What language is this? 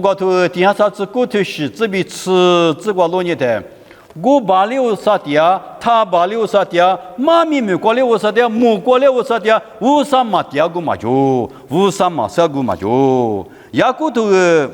Lisu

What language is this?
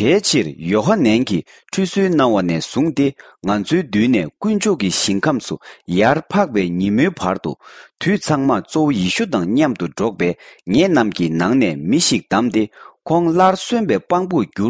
Tibetan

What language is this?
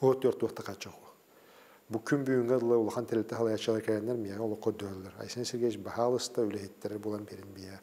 Yakut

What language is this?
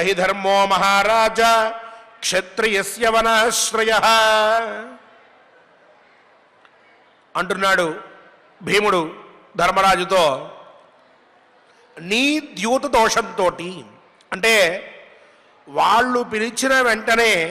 Telugu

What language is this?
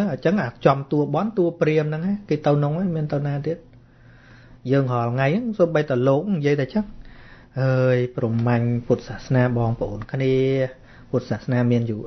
Khmer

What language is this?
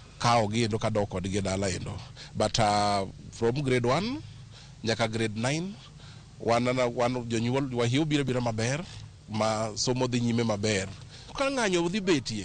Luo (Kenya and Tanzania)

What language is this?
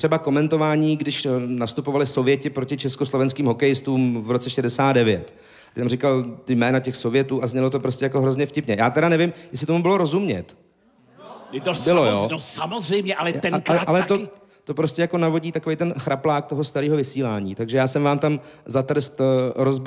Czech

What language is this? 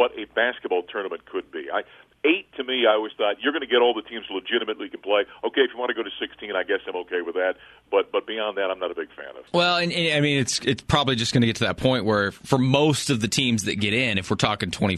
English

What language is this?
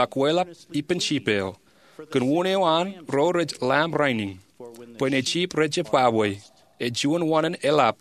Marshallese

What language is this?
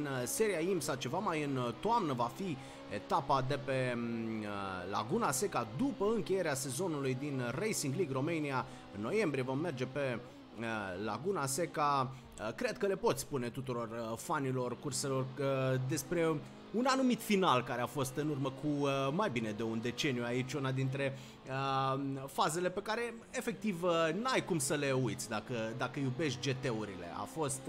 Romanian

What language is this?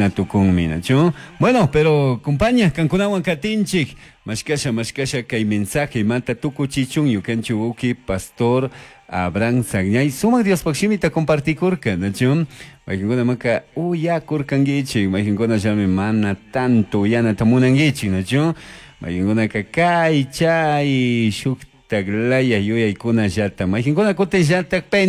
Chimborazo Highland Quichua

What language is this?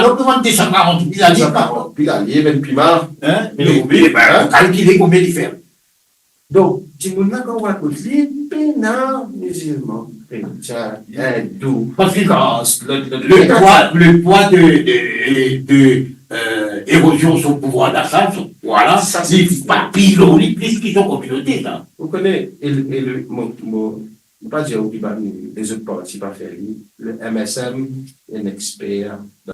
Morisyen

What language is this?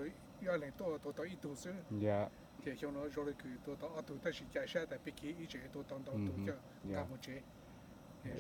Hmong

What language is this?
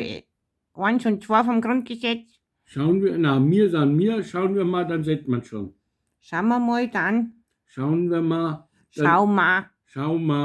Bavarian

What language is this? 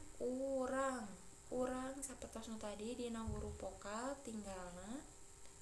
Sundanese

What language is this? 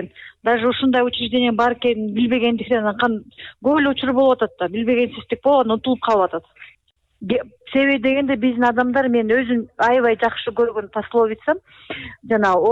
Kyrgyz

